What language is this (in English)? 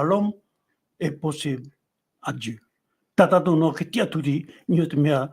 Tahitian